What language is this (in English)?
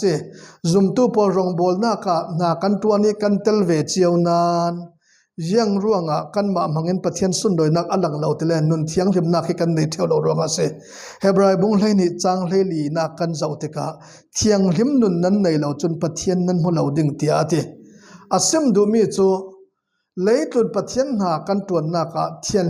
Falam Chin